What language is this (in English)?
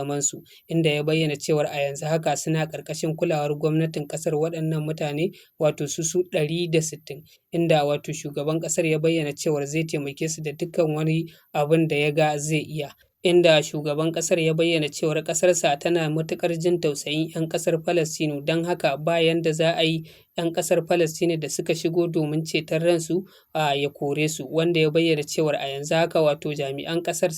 Hausa